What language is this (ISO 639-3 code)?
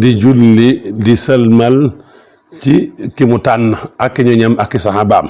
wol